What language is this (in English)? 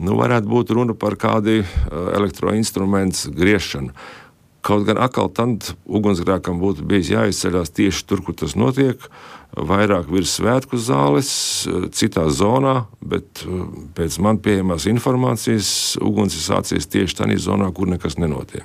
Latvian